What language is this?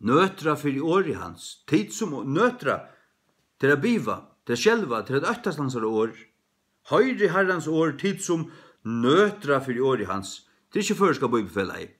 Faroese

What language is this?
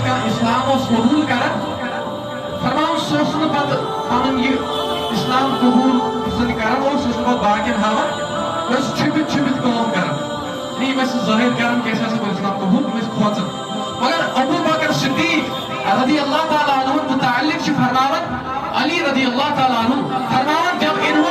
Kashmiri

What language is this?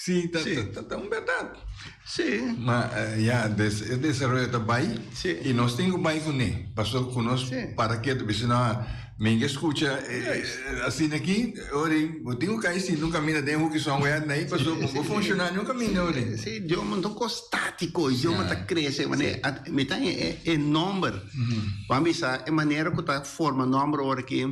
Papiamento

